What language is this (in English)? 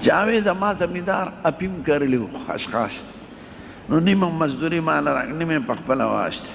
Pashto